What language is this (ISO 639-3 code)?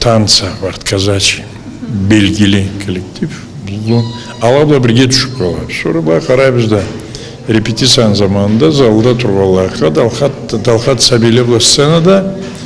krc